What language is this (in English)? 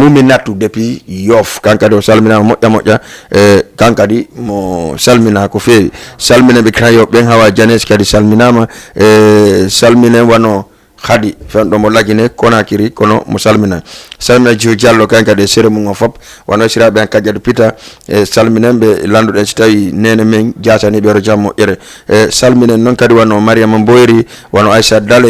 Fula